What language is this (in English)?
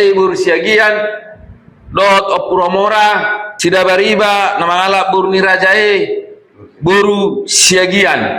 Batak Toba